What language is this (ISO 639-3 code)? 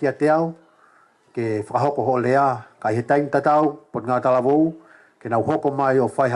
ton